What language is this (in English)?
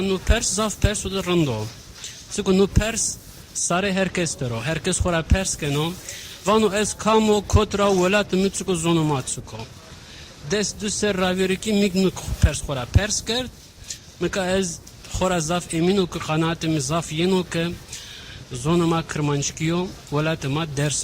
Zaza